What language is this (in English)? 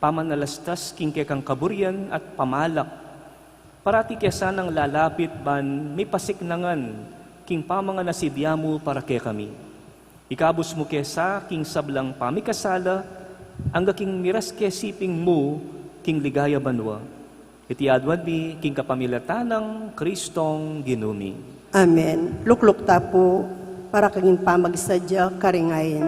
Pampanga